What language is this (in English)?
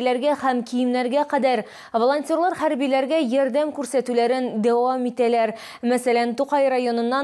Tatar